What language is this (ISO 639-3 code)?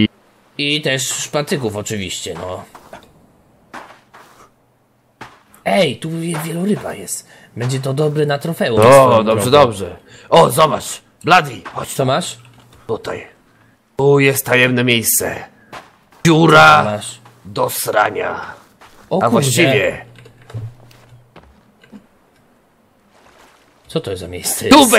pol